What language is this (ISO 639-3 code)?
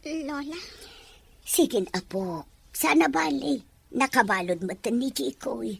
ilo